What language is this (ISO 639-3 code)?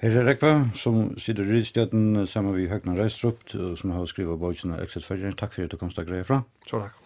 fao